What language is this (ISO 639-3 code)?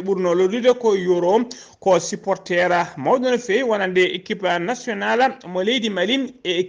ful